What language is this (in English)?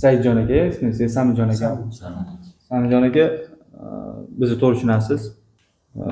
Uzbek